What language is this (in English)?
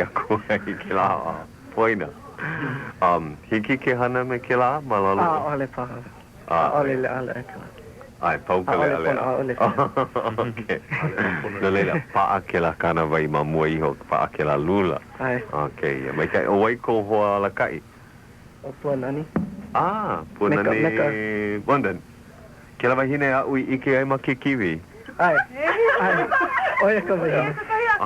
Hawaiian